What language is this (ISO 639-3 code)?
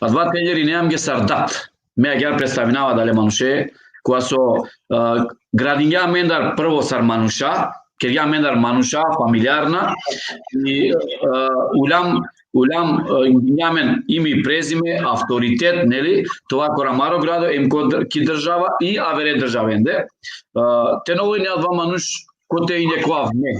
rmn